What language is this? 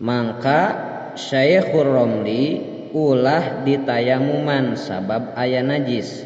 Sundanese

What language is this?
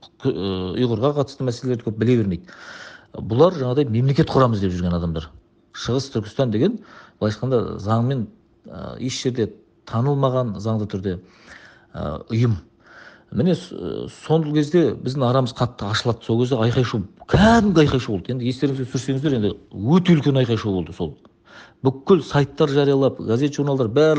Kazakh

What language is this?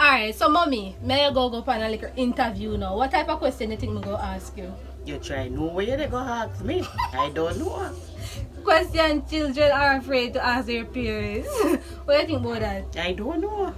Jamaican Creole English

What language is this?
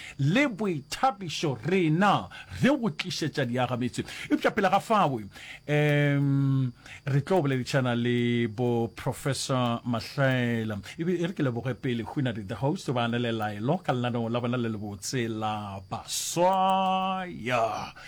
Northern Sotho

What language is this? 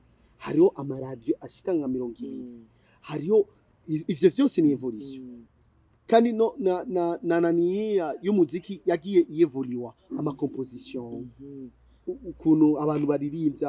Rundi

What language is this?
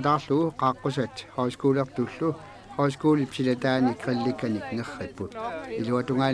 Kalaallisut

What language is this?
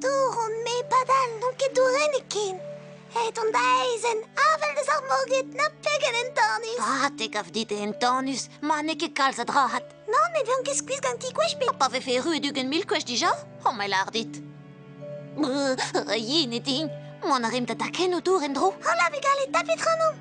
Breton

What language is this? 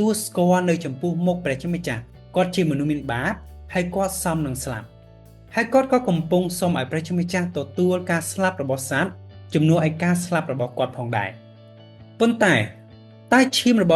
Khmer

